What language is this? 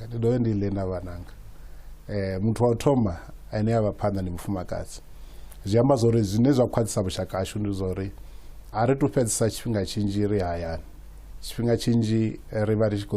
Venda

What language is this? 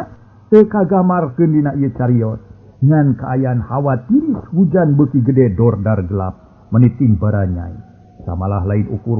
Sundanese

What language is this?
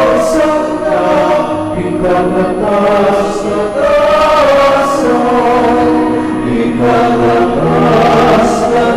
Pampanga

